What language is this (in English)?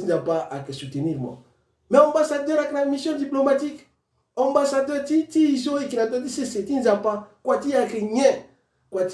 Sango